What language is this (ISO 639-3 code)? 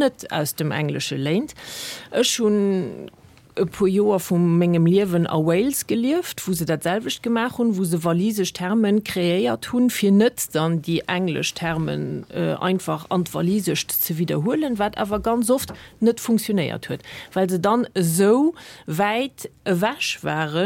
ltz